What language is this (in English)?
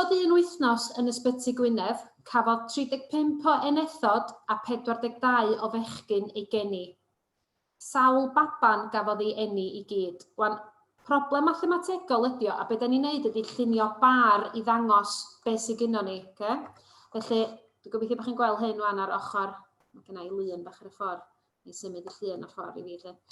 Welsh